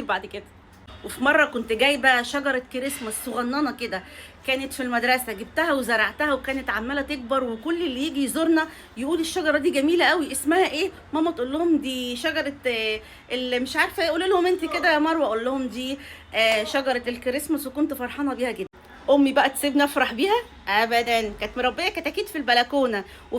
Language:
Egyptian Arabic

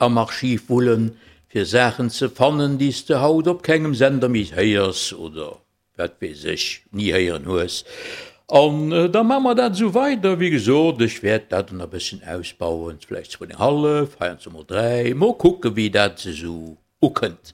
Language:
Luxembourgish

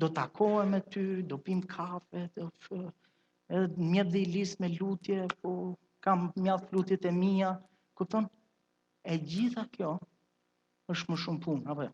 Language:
Albanian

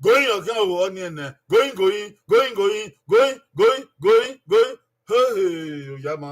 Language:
Bini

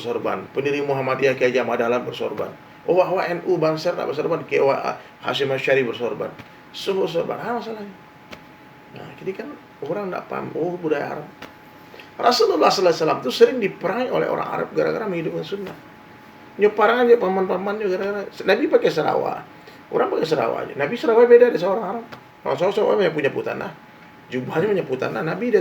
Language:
Minangkabau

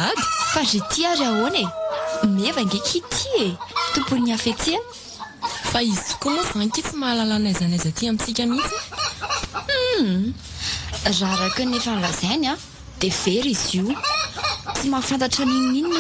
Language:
Malagasy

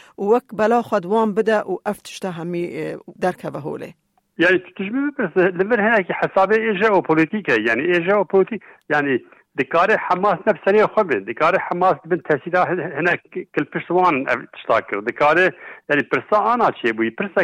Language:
Kurdish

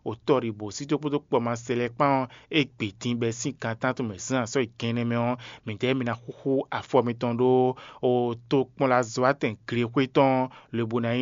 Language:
Fon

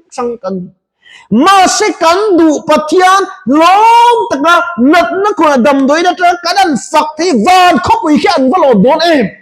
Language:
Mizo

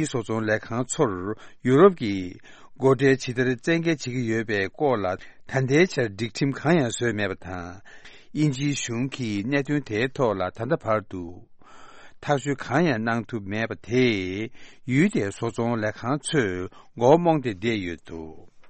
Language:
Tibetan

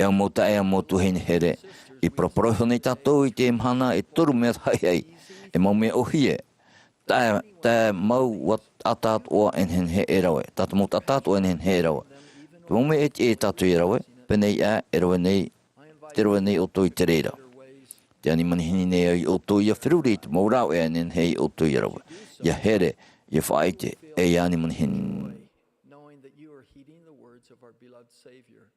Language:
Tahitian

